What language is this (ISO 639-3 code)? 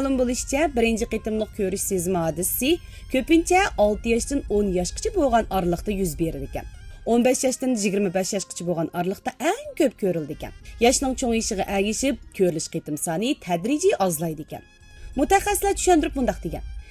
uig